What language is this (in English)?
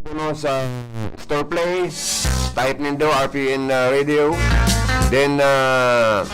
Bikol